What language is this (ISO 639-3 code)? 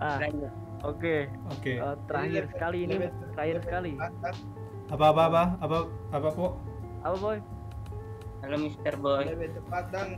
xmm